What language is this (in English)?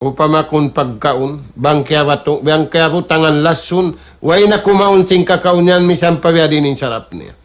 Tausug